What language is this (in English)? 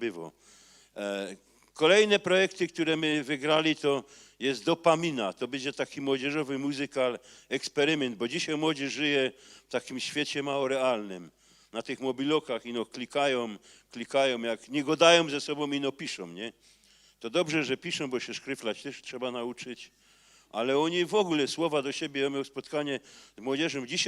Silesian